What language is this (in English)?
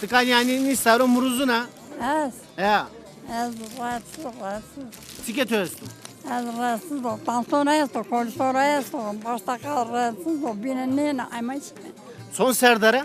Zaza